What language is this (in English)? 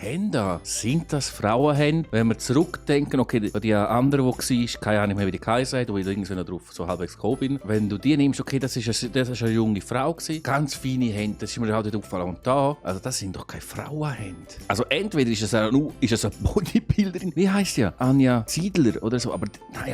Swiss German